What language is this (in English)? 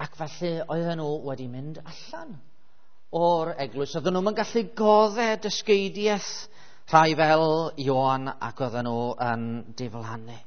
Welsh